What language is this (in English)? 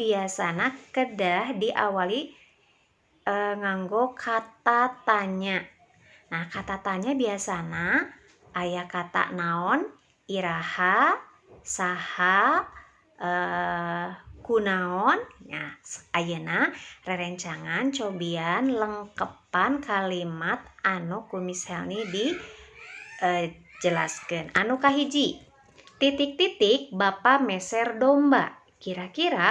Sundanese